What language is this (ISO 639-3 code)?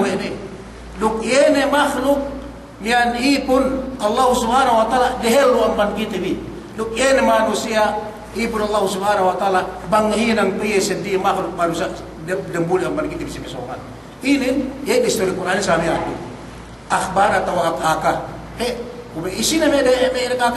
yka